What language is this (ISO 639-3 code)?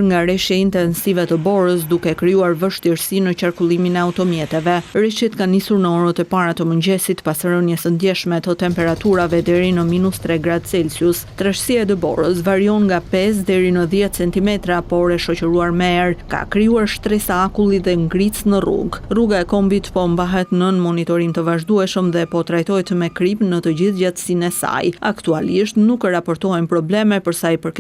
sqi